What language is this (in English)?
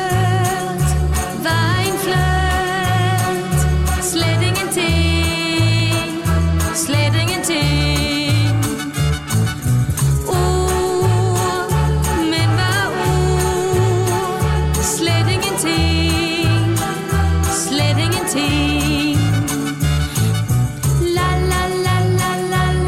Danish